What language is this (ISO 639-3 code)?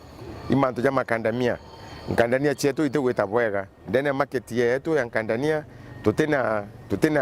mer